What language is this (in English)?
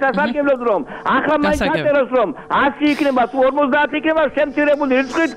Georgian